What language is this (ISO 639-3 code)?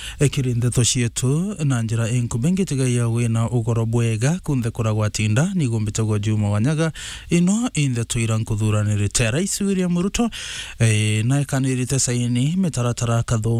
mer